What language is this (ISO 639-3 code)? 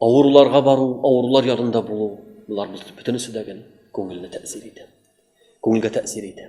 tat